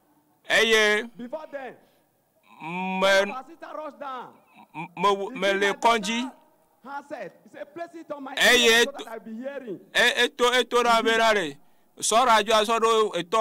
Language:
Ewe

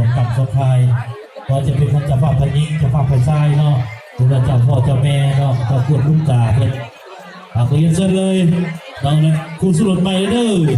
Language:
Lao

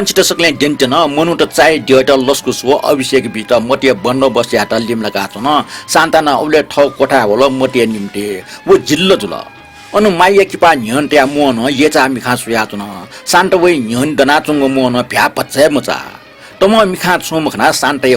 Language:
Newari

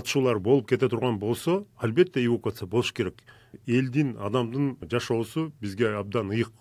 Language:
Kyrgyz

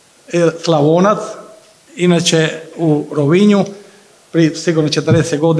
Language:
Croatian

